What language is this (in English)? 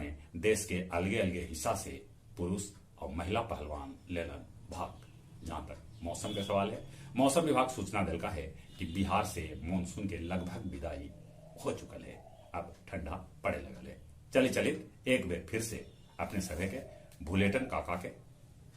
Magahi